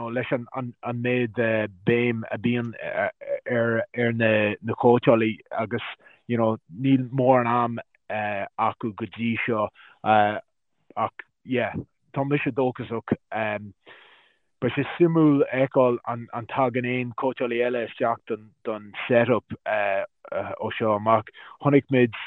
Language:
Irish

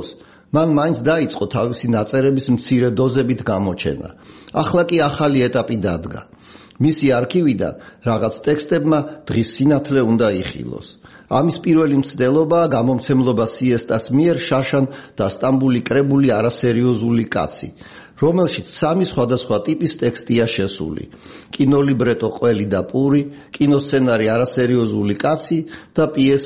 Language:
Georgian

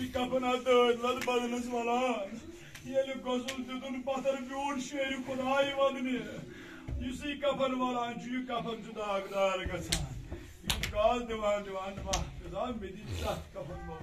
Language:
Kashmiri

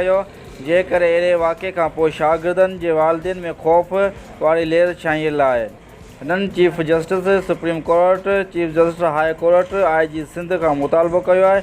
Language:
Sindhi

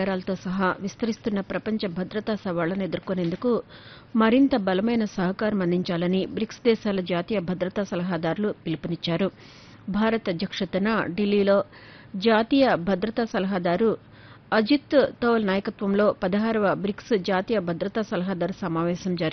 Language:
Telugu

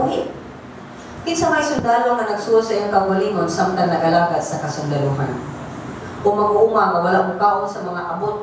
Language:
Cebuano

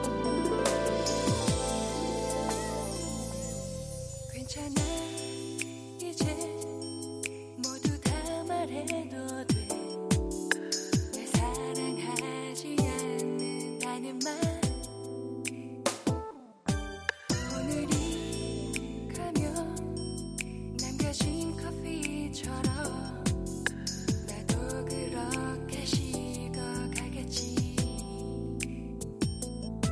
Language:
Korean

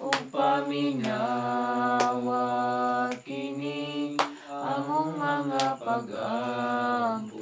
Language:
Cebuano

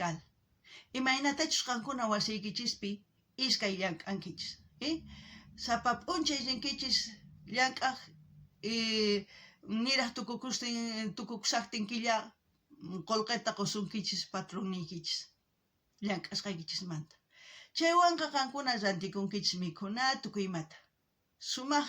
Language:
South Bolivian Quechua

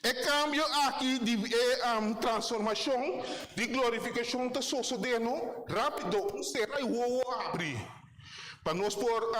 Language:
Papiamento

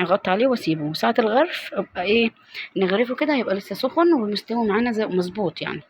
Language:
Egyptian Arabic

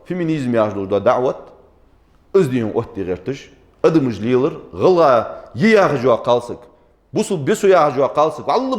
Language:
Ingush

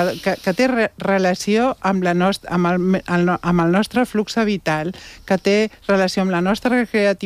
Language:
Catalan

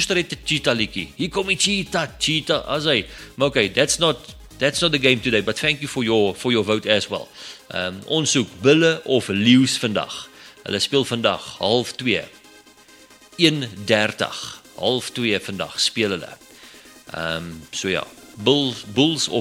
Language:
Afrikaans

